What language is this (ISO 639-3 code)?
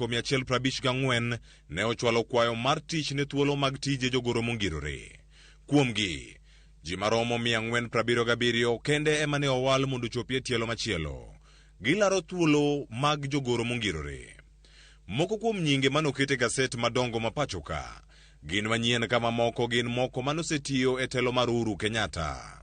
luo